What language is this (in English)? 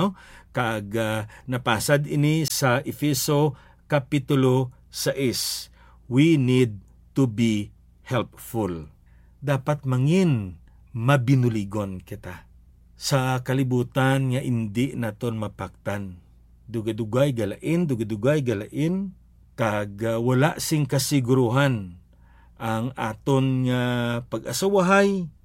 Hiligaynon